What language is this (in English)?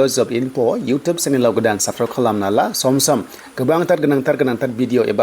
Bodo